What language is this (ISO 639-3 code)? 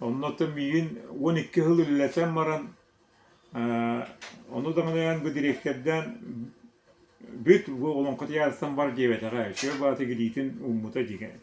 sah